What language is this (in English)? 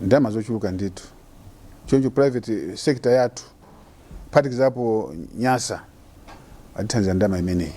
Nyanja